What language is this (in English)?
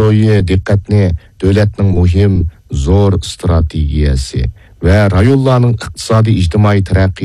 Uyghur